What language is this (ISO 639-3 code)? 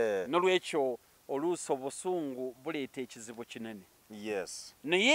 lug